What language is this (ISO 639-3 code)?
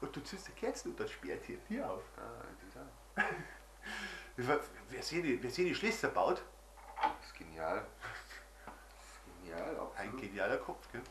bar